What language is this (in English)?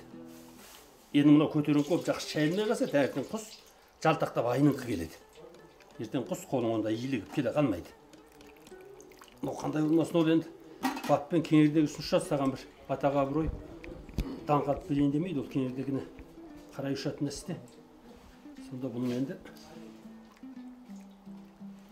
Kazakh